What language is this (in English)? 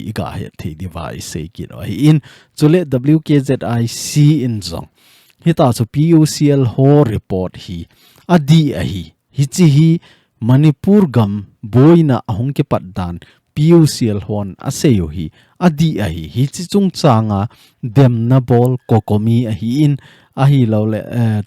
Thado Chin